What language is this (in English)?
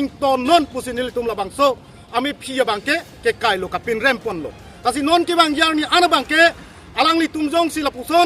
Karbi